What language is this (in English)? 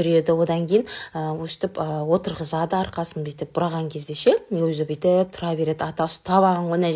Kazakh